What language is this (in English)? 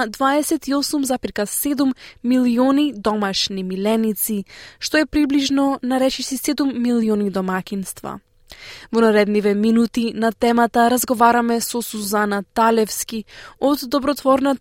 Macedonian